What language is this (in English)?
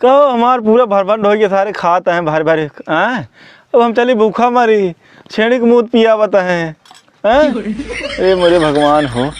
Awadhi